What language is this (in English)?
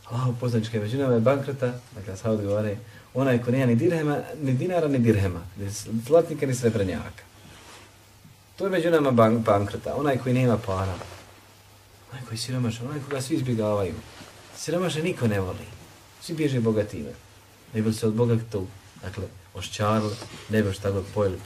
Bosnian